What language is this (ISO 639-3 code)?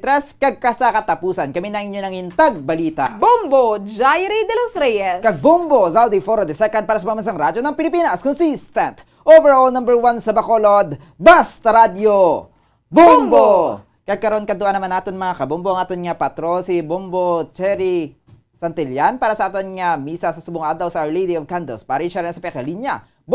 hil